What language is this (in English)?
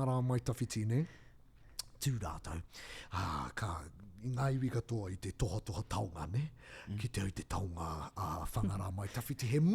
Māori